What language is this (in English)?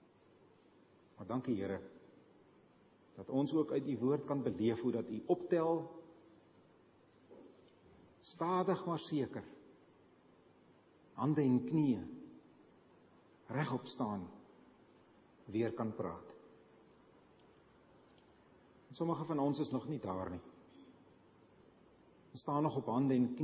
Afrikaans